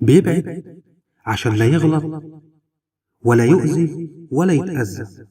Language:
Egyptian Arabic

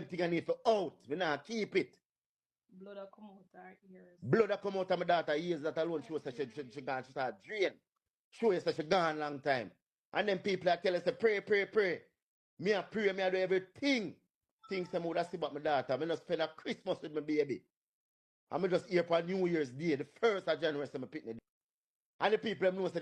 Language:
Jamaican Creole English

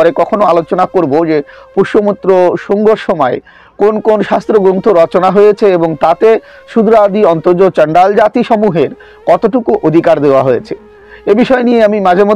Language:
Bangla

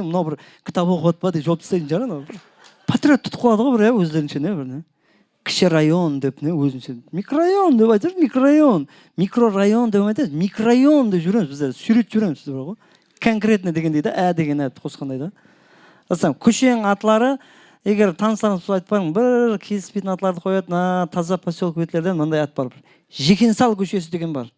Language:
Kara-Kalpak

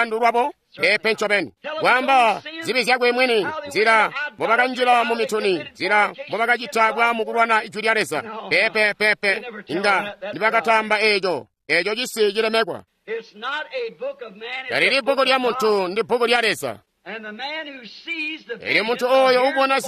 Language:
Tonga (Zambia)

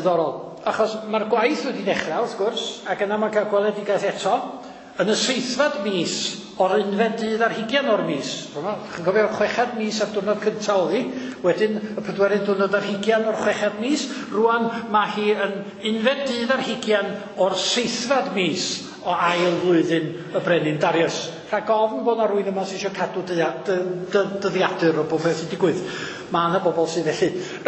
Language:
Welsh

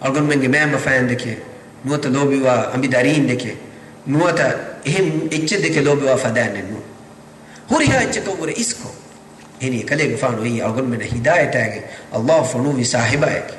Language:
Divehi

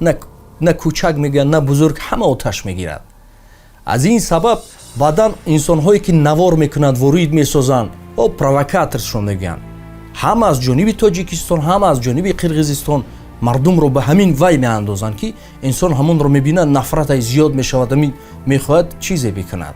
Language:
Tajik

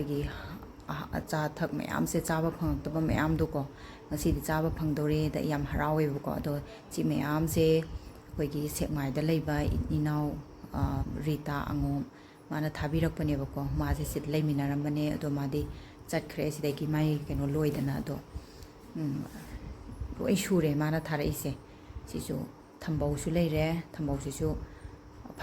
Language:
Manipuri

